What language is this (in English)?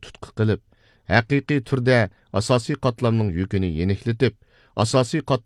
Uyghur